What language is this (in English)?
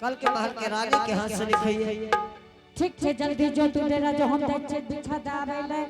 Angika